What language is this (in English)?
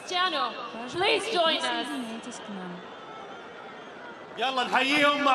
Arabic